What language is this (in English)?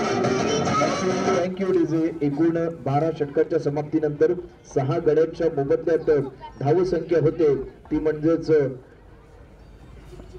Marathi